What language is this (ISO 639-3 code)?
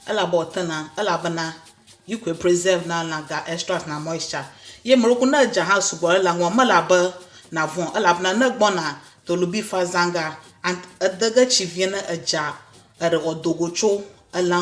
ewe